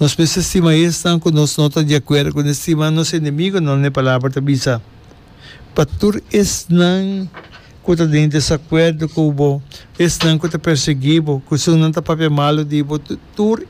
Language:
Papiamento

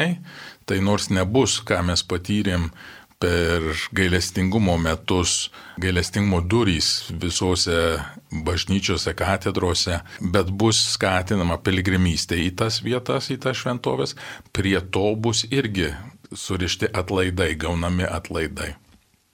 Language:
Lithuanian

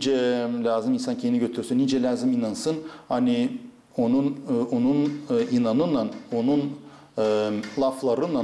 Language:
Gagauz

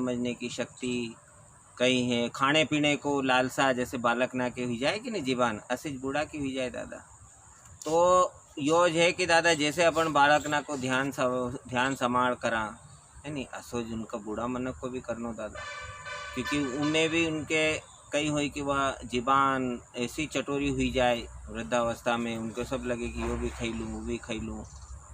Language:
Rajasthani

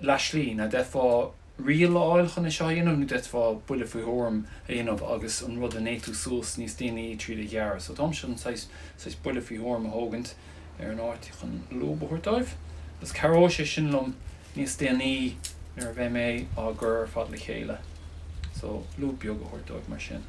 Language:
Irish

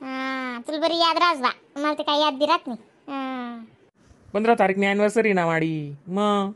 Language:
Khandesi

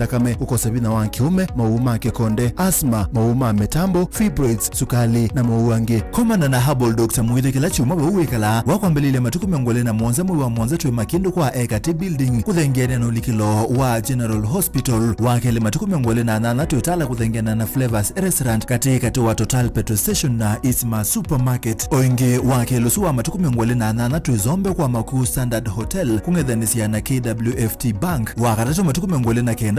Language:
Kamba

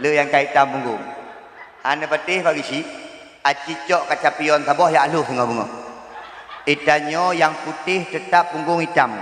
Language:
Achinese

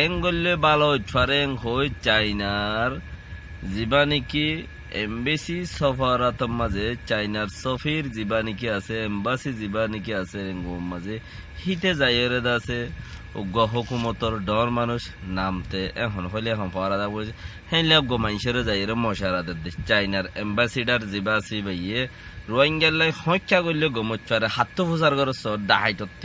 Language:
Rohingya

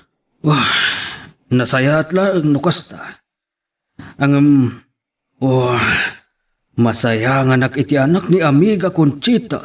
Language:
Iloko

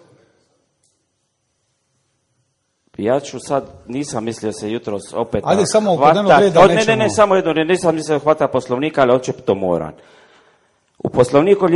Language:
Croatian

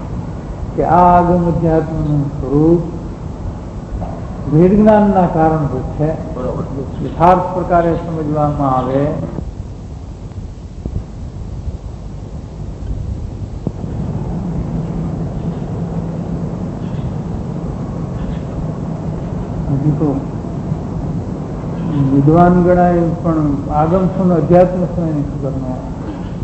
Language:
Gujarati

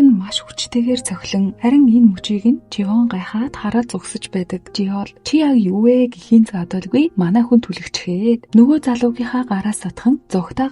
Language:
Mongolian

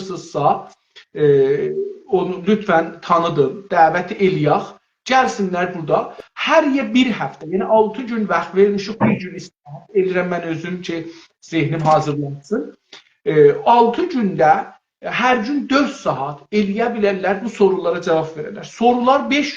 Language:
South Azerbaijani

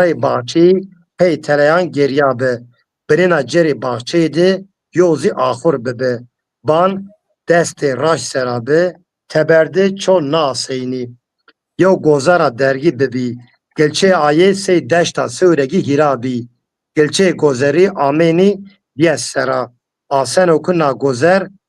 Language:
Zaza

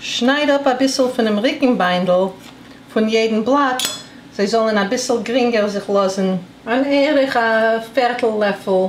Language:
Yiddish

